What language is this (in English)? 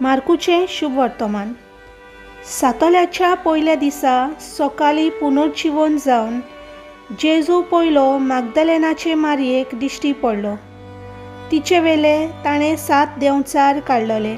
Konkani